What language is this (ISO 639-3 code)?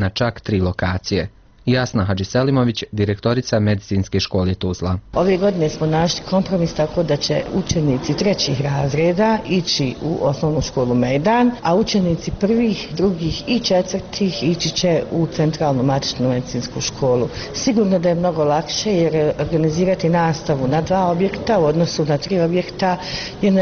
bos